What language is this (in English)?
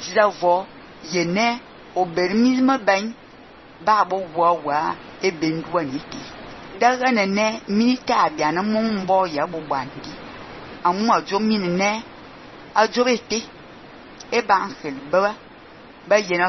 Fang